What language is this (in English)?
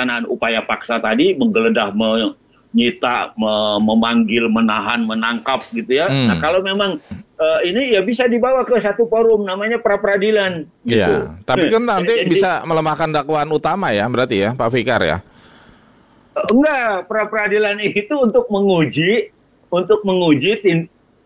Indonesian